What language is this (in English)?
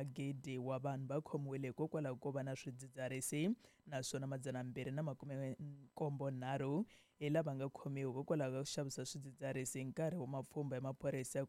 Tsonga